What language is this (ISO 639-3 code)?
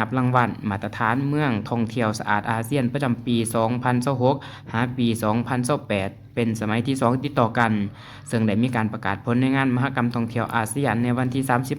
lao